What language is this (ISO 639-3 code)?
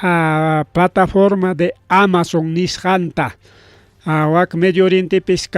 quy